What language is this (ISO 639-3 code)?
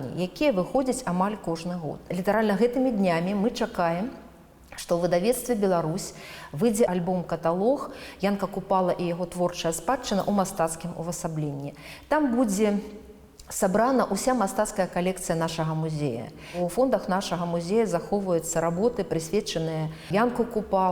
bel